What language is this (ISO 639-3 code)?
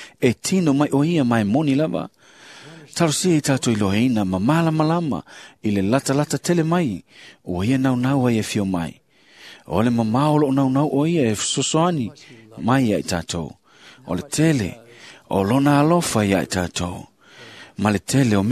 smo